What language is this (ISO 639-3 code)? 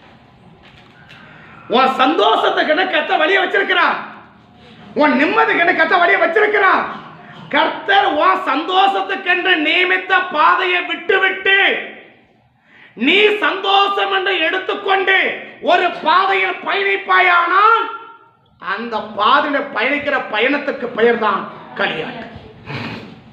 tam